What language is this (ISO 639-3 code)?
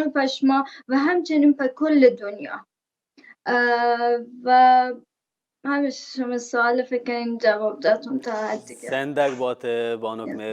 bal